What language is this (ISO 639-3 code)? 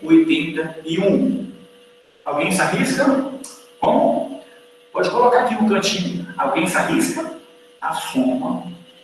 por